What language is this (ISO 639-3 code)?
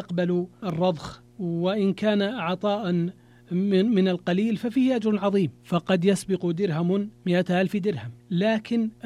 ara